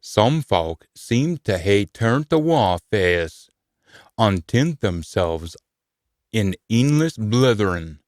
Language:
Scots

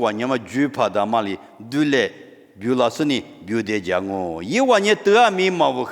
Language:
Lisu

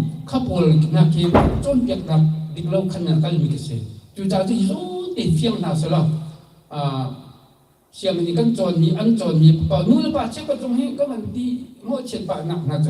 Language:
Hakha Chin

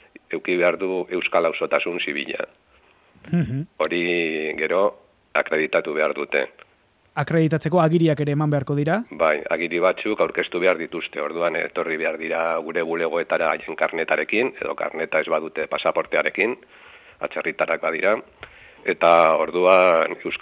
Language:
Basque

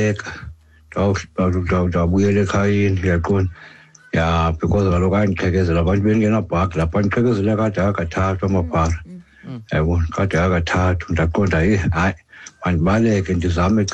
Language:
Xhosa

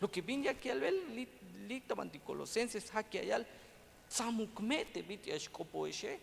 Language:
Tzeltal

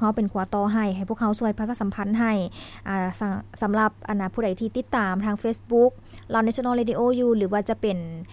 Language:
Lao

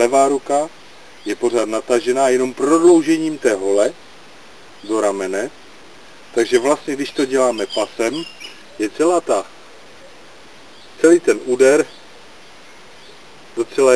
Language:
Czech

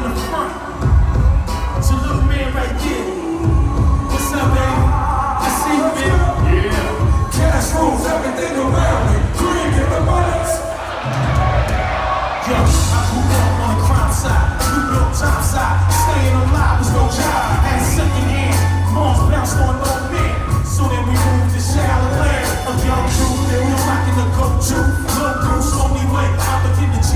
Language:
English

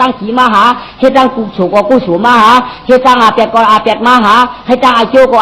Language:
Shan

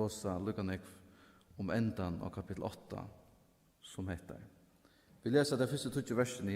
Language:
Faroese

